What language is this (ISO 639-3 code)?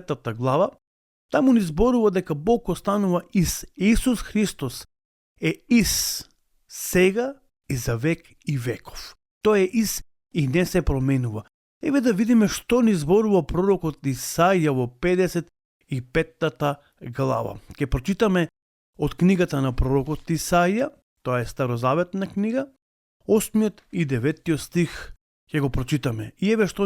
mkd